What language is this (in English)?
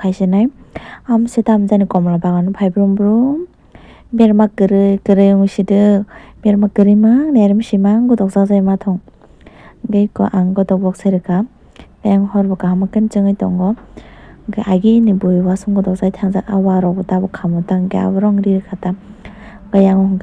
Kok Borok